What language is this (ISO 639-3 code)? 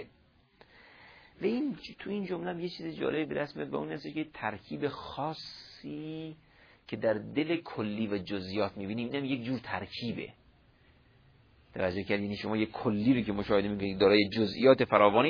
fas